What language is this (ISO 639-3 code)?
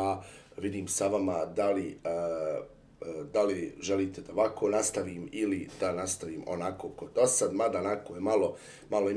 bos